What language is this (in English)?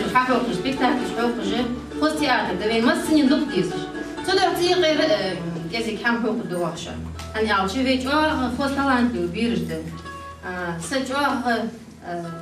Ingush